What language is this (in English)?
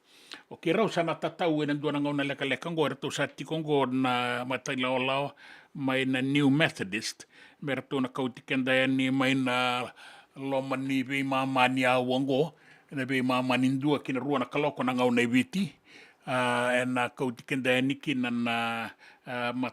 Fijian